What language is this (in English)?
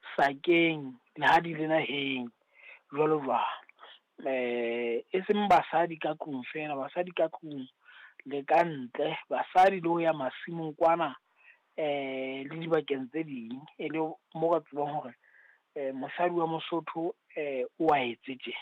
Southern Sotho